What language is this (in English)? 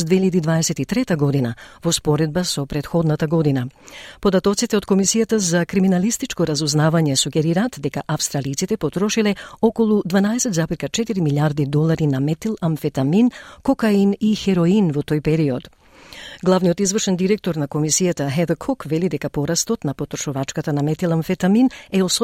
Macedonian